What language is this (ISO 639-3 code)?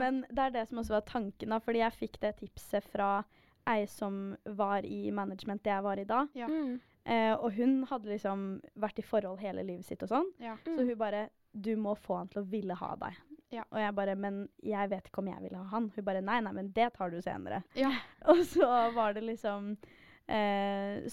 nor